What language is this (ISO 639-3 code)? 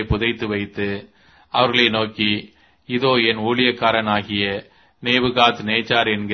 tam